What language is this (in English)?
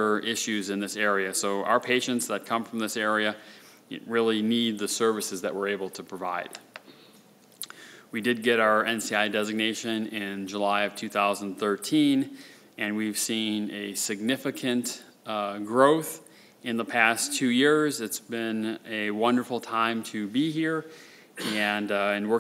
English